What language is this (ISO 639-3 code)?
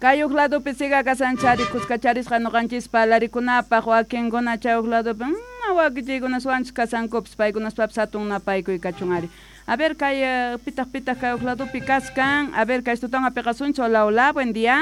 que